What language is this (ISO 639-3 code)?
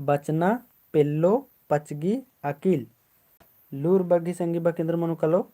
kru